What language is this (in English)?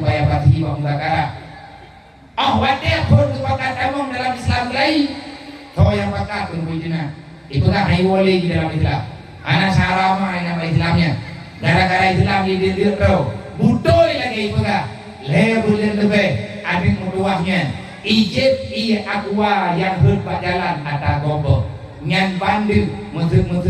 Achinese